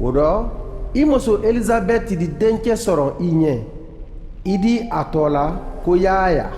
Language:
Mandingo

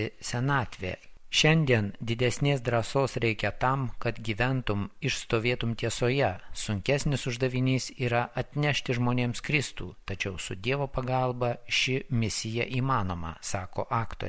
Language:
Lithuanian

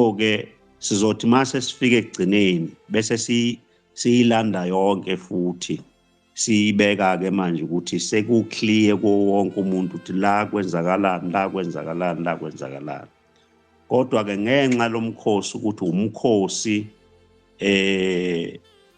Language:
Zulu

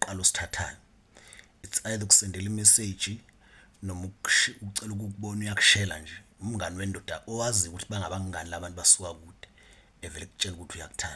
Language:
Zulu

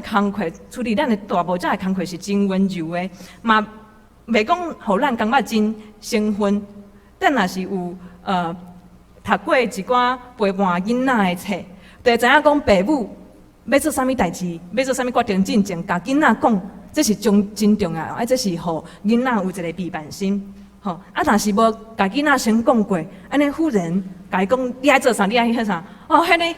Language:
Min Nan Chinese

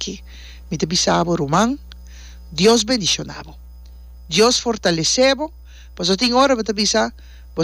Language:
Papiamento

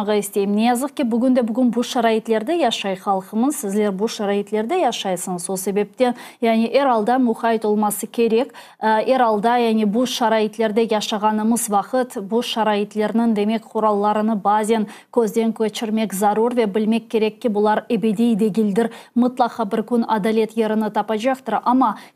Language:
Crimean Tatar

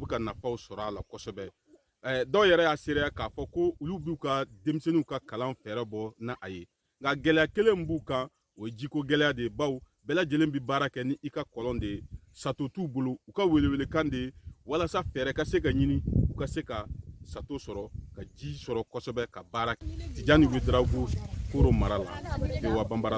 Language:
Bambara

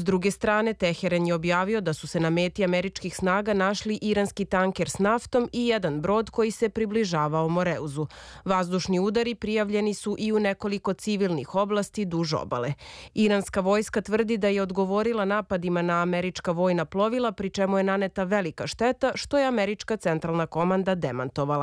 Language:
Serbian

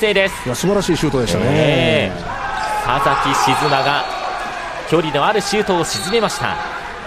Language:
Japanese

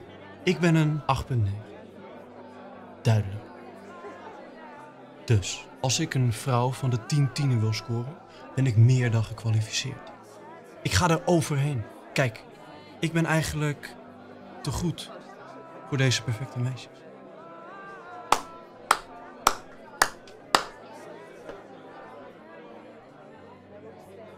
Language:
Dutch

